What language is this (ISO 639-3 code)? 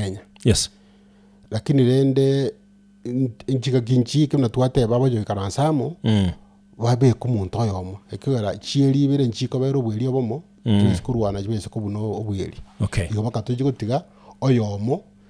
guz